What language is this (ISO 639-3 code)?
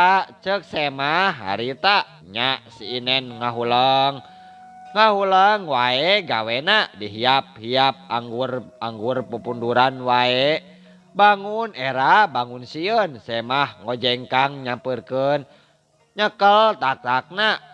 sun